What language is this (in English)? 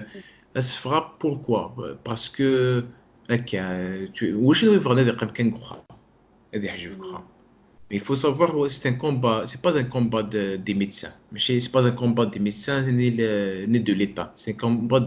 Kabyle